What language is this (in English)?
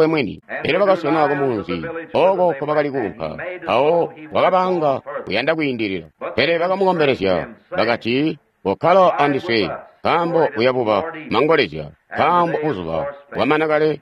Tonga (Zambia)